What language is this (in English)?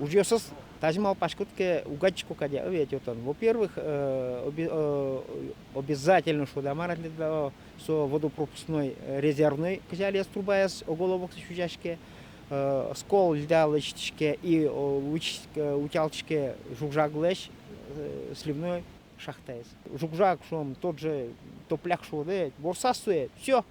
Udmurt